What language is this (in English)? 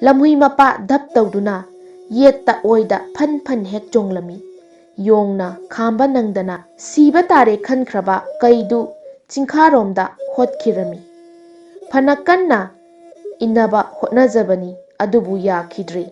Manipuri